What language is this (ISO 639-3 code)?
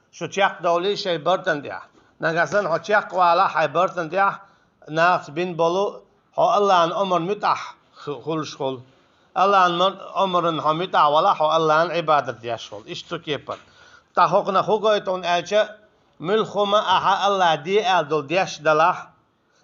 che